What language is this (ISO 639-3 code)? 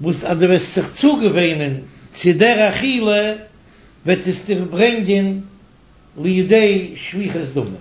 yid